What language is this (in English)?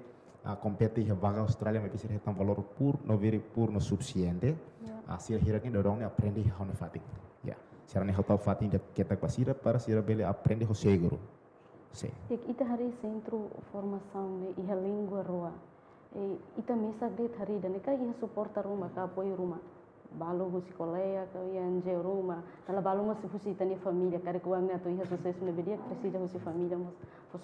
Tetum